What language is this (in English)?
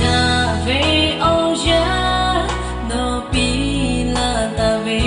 Lahu